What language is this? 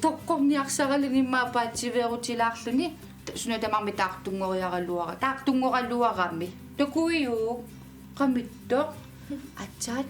Kalaallisut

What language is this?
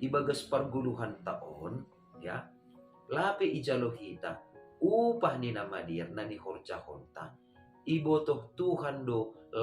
Batak Simalungun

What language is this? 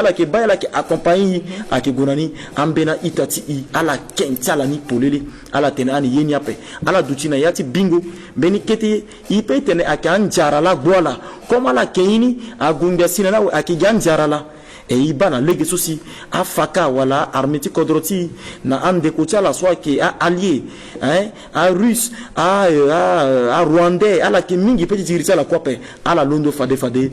Sango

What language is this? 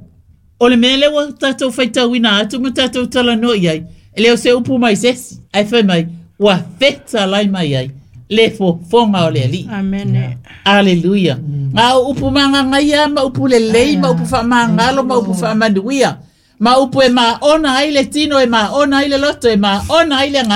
Samoan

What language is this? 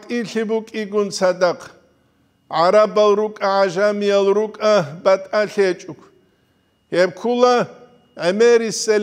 Avaric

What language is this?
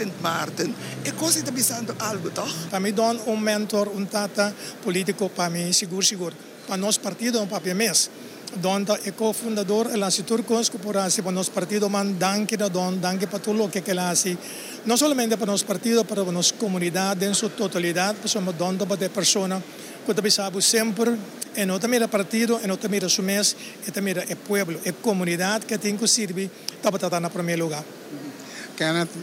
Papiamento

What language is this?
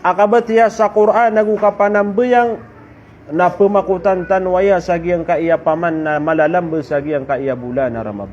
Maranao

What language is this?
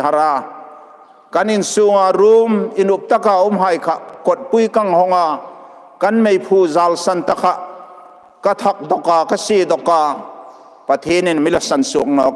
Hmar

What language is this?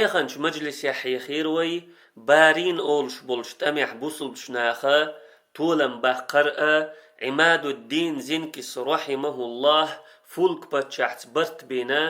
Chechen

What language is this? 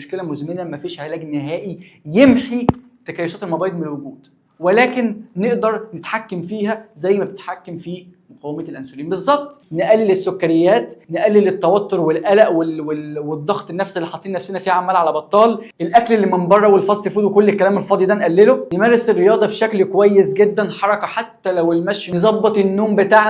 Egyptian Arabic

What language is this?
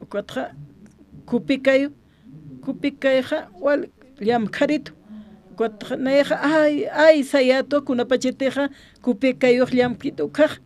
Aymara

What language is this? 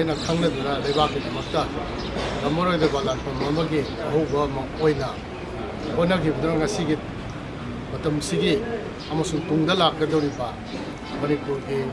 Manipuri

